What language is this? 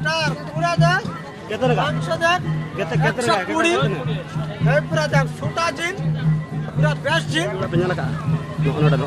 Santali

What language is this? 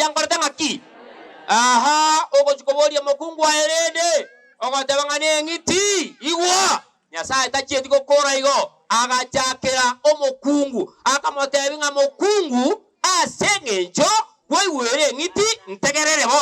Gusii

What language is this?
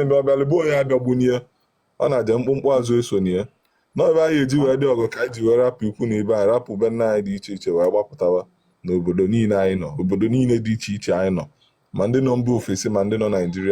Igbo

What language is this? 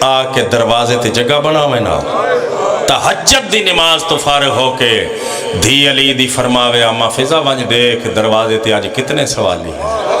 Pahari-Potwari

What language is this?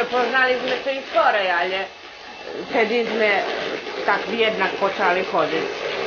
Rusyn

